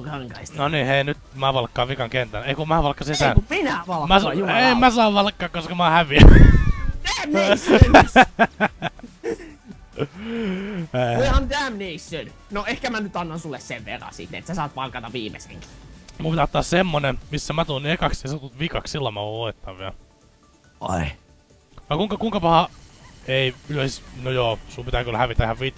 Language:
Finnish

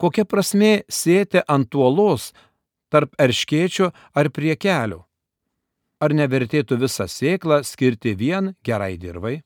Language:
Lithuanian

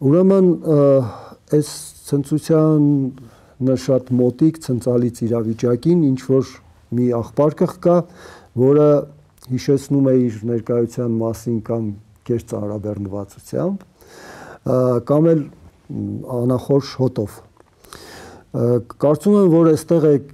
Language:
Armenian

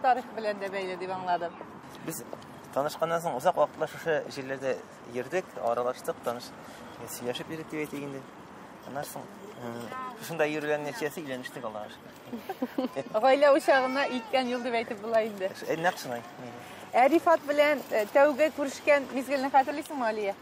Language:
Tatar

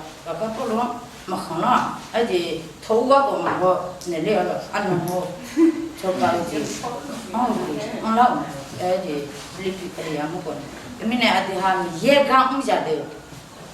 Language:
Akha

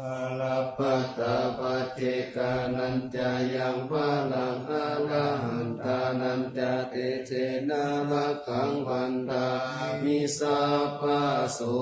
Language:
Pali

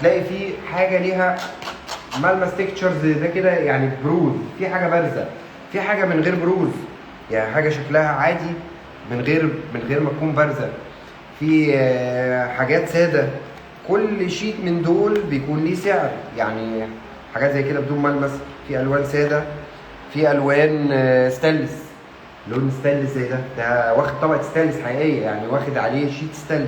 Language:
Egyptian Arabic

